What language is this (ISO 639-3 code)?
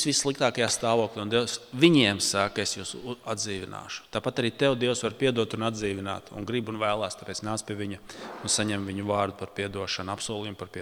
lav